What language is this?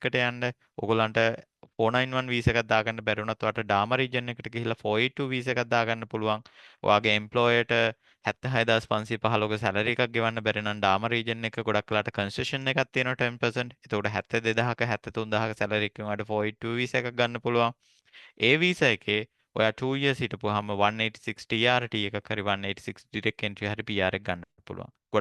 Sinhala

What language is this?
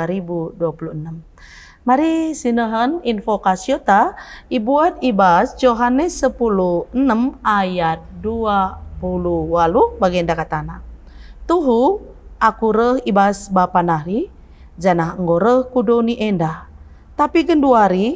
Batak Karo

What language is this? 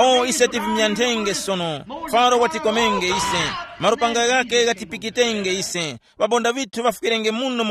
Tumbuka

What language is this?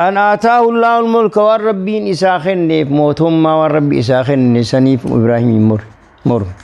Oromo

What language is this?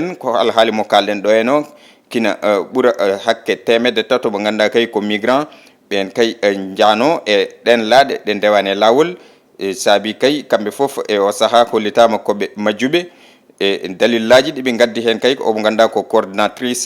Fula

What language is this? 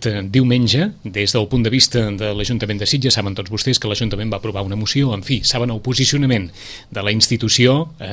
Catalan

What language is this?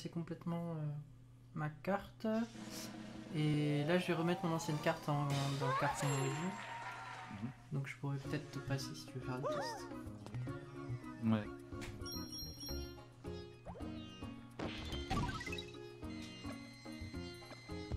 French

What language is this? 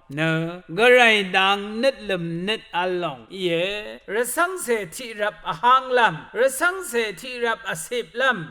Rawang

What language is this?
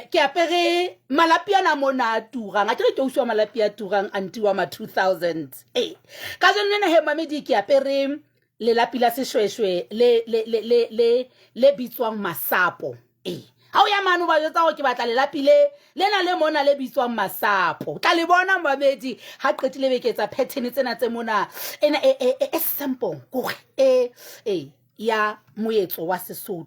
Southern Sotho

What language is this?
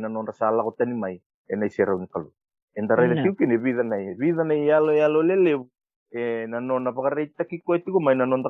Fijian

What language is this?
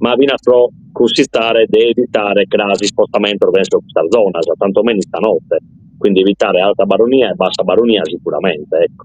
Sardinian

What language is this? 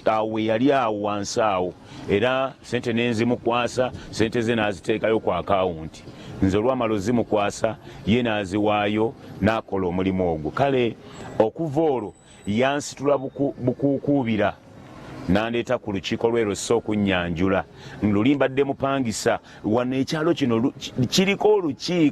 Ganda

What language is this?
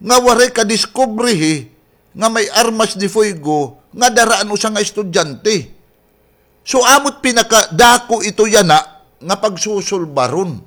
Waray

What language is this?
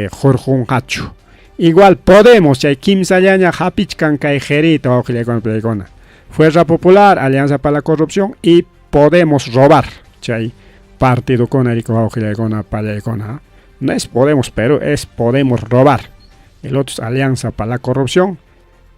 Ayacucho Quechua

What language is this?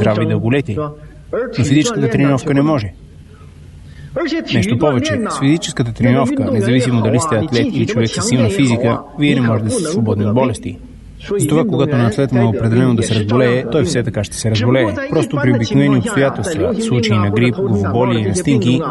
Bulgarian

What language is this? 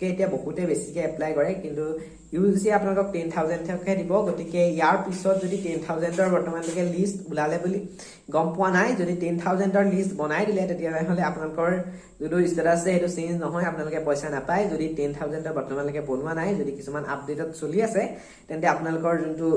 Assamese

